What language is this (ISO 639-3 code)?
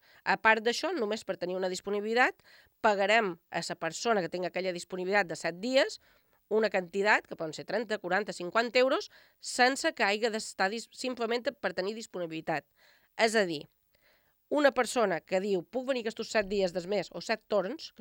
cat